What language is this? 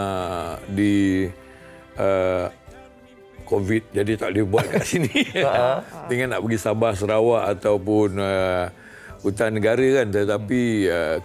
Malay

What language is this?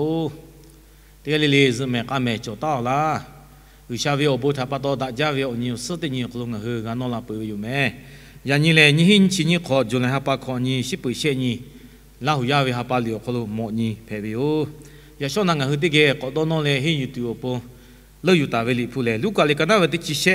Lahu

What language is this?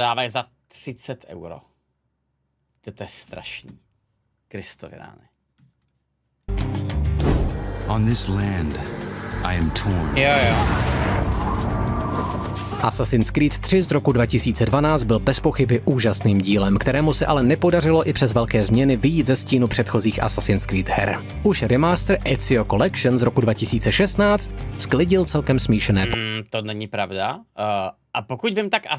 Czech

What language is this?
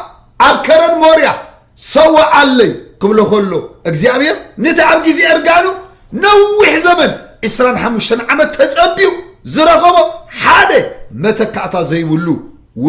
Tigrinya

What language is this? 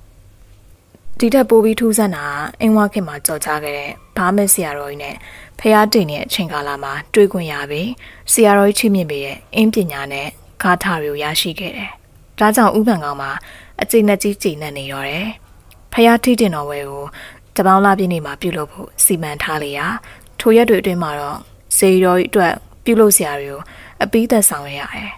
Burmese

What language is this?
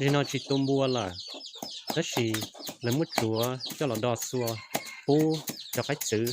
Hmong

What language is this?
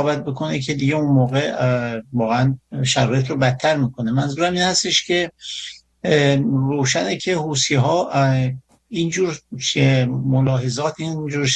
Persian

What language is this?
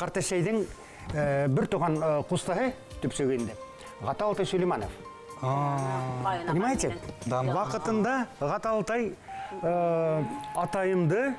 Bashkir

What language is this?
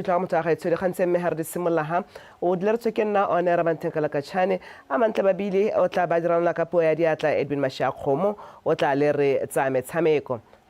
Tswana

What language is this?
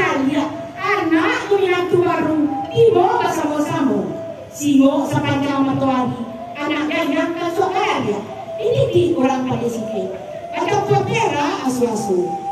Minangkabau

